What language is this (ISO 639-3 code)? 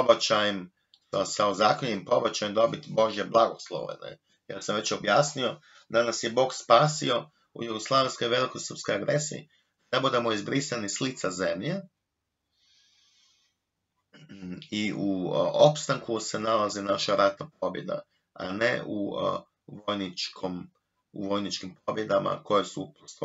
hrv